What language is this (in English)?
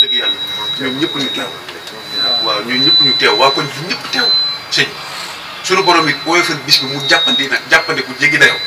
Wolof